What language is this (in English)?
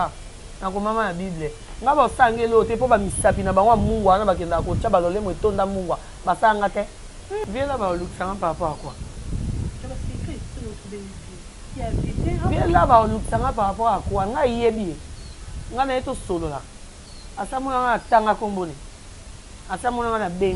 Lingala